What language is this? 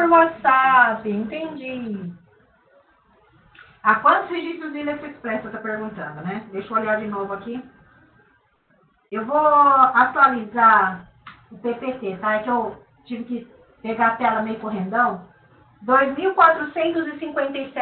Portuguese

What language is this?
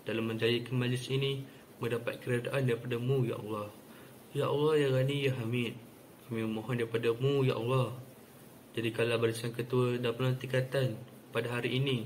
Malay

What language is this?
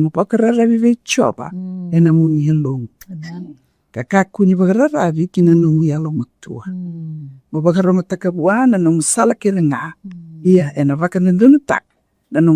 Fijian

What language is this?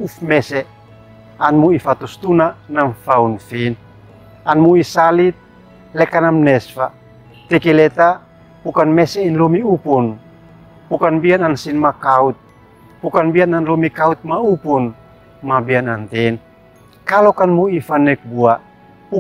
Uab Meto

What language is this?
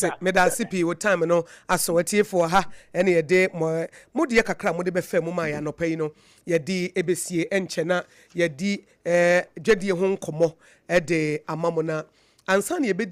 Akan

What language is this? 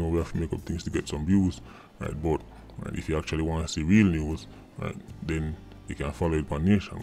Jamaican Creole English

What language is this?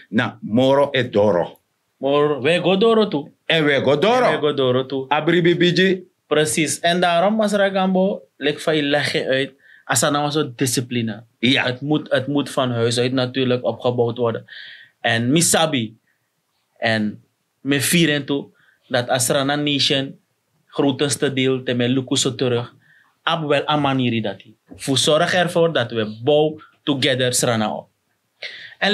Sranan Tongo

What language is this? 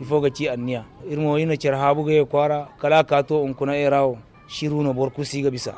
Zarma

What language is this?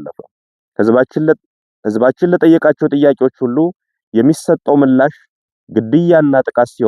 Amharic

